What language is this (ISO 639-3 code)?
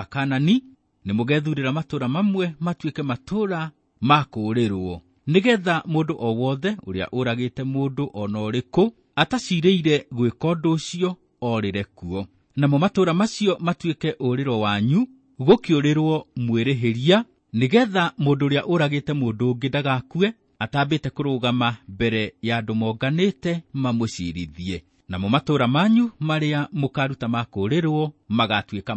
kik